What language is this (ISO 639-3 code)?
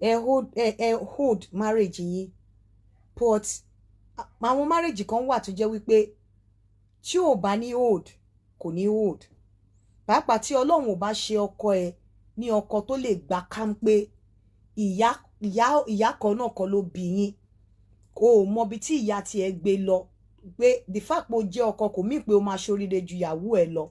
yor